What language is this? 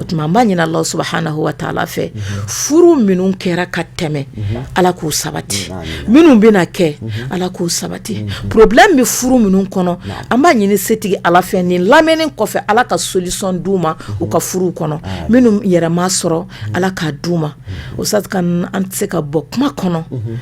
Bambara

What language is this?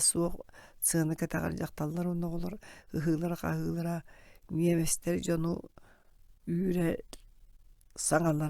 Yakut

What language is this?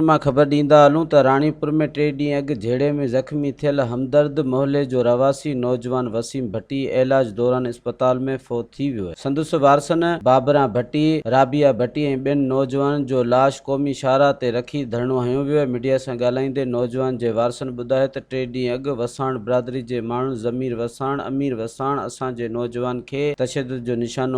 Sindhi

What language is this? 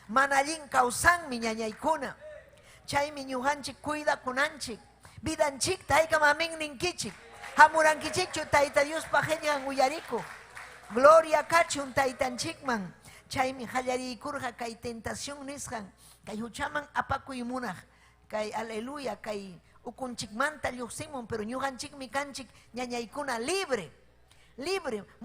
Ayacucho Quechua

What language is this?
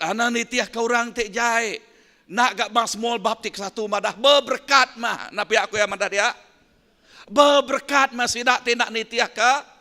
Iban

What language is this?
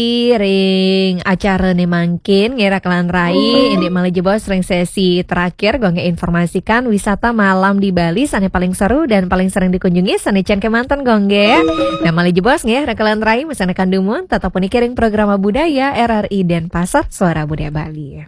Balinese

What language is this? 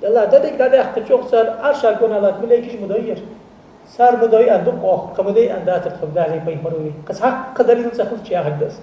Ingush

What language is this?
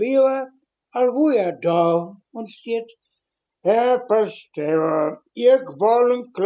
Westphalien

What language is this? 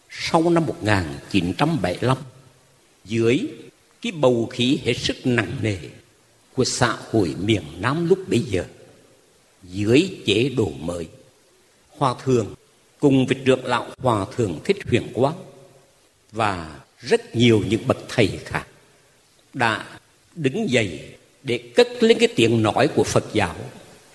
Vietnamese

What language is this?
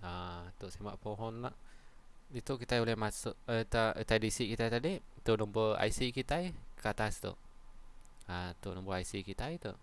Iban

